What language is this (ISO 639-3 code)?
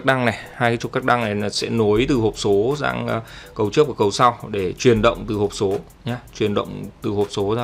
vie